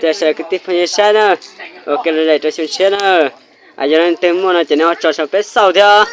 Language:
Hmong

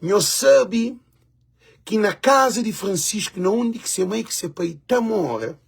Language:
Kabuverdianu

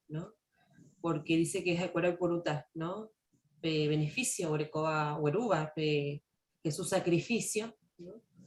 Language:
Guarani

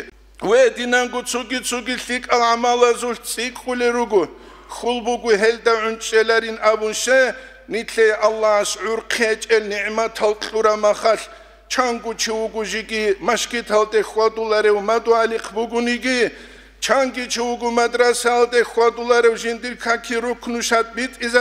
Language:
Avaric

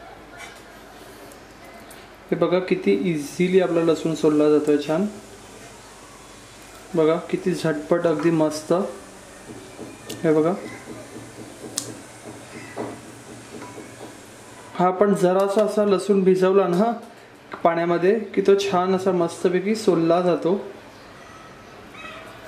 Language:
Marathi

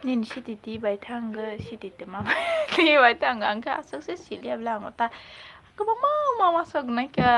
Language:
Kok Borok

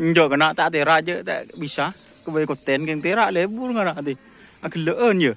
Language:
Madurese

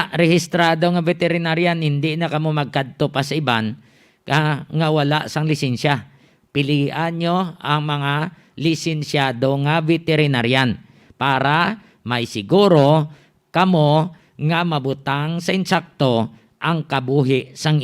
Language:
Hiligaynon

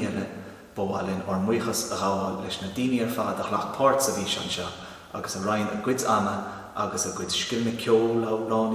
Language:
Irish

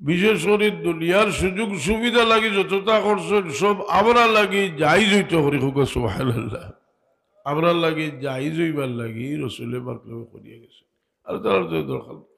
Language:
Sylheti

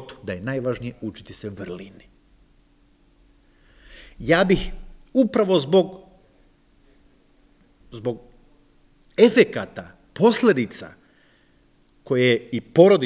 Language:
Serbian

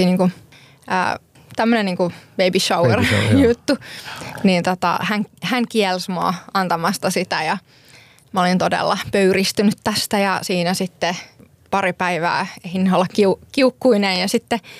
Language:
Finnish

